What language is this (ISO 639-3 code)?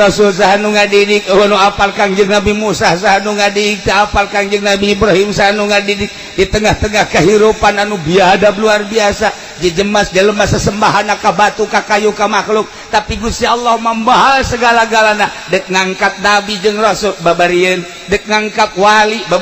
sun